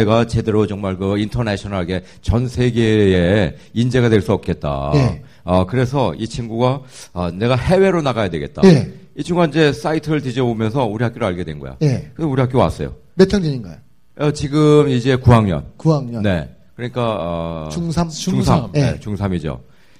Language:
Korean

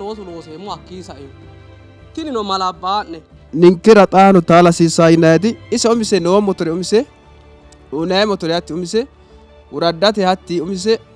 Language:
Sidamo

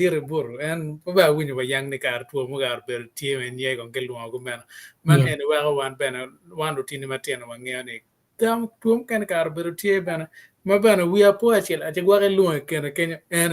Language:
Acoli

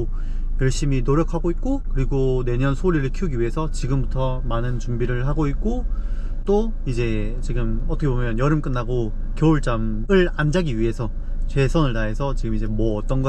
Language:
Korean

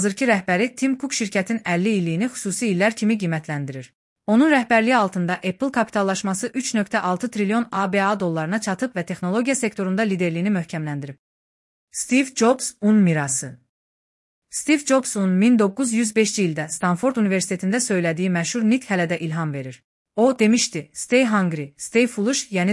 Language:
Azerbaijani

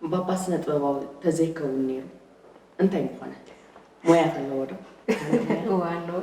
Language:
Tigrinya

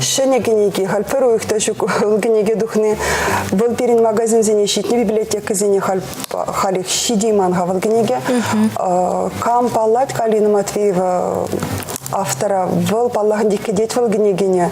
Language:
Chuvash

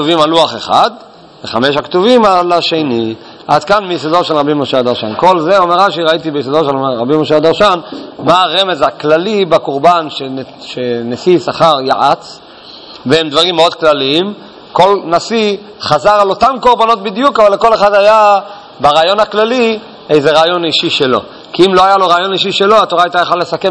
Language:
Hebrew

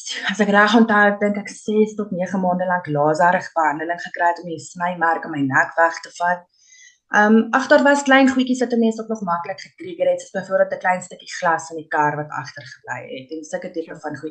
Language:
Afrikaans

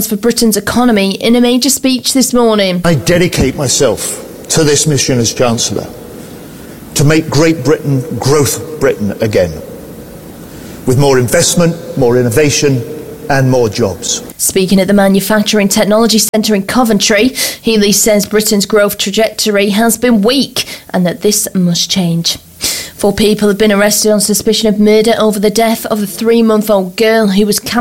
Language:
English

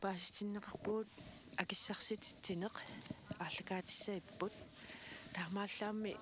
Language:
Kalaallisut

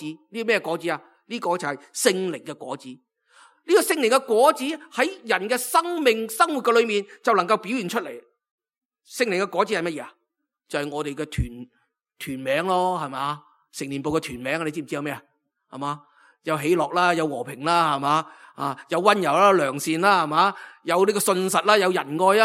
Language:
Cantonese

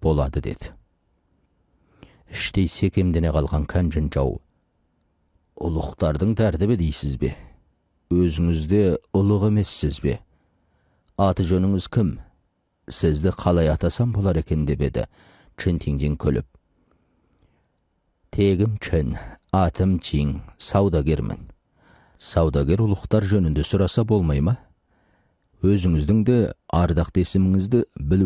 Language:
Kazakh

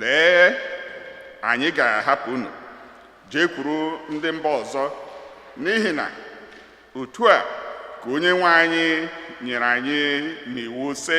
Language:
Igbo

